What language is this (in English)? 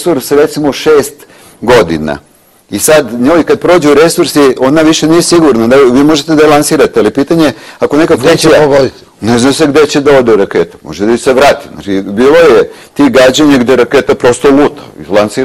Serbian